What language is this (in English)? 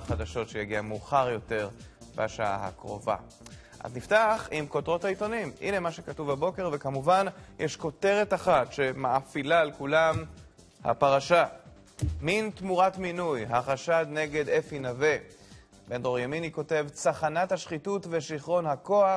Hebrew